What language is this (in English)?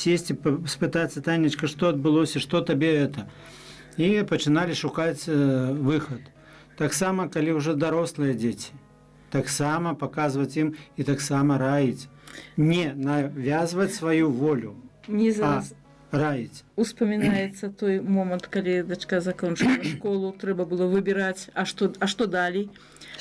Belarusian